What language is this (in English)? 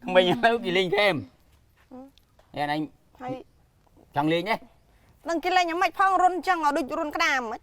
Khmer